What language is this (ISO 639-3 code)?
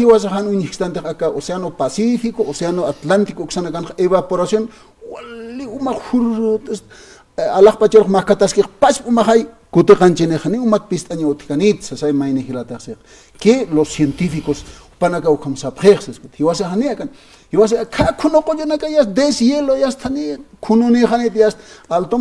aym